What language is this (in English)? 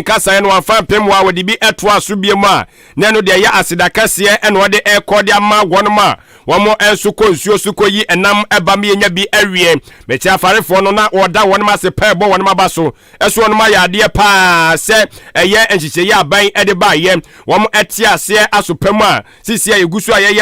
Akan